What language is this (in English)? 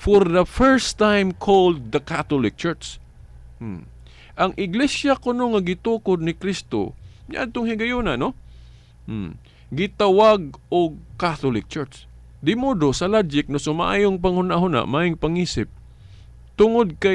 Cebuano